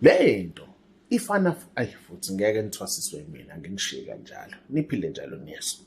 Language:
Zulu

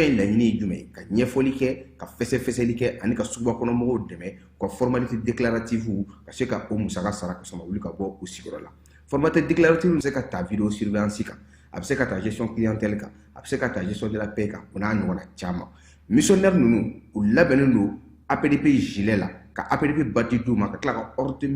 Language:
Bambara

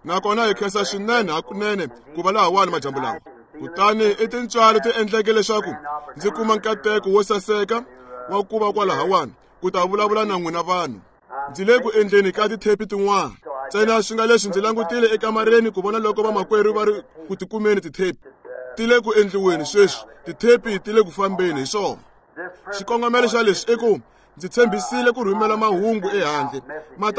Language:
Tsonga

